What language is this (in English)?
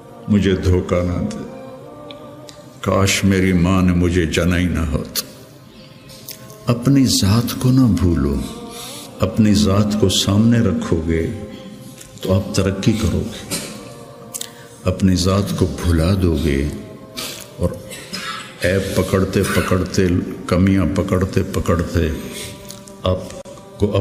Urdu